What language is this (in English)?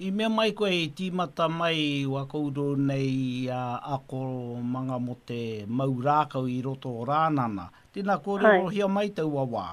Māori